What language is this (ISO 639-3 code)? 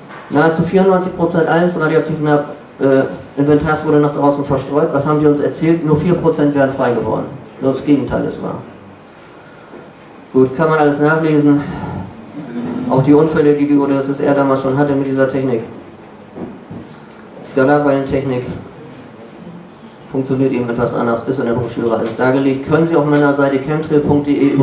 deu